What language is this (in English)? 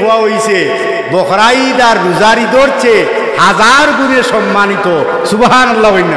Sylheti